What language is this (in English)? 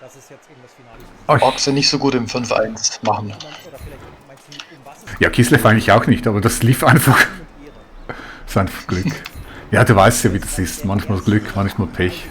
Swiss German